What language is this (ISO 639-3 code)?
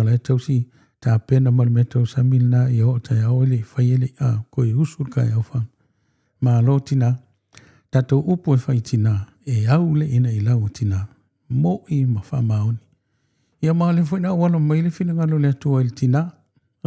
smo